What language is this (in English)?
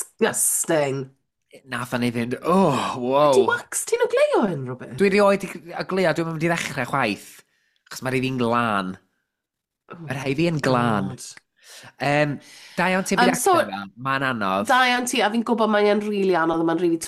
Welsh